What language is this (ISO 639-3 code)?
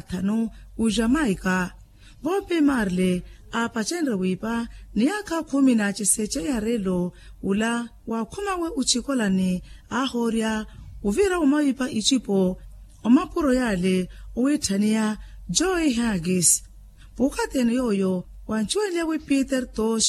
vmw